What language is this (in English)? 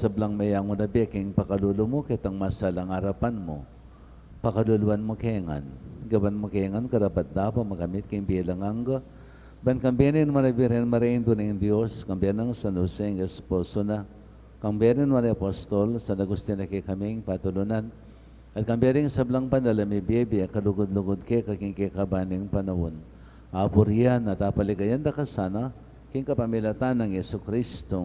Pampanga